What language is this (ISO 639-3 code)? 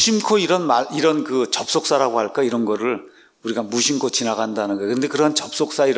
kor